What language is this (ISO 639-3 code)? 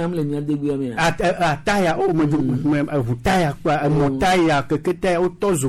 gej